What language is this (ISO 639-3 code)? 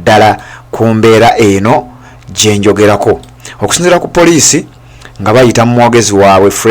lug